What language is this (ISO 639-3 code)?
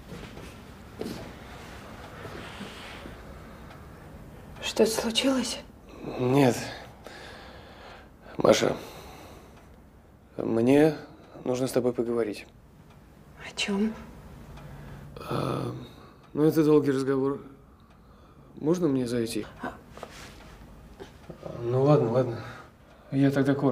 rus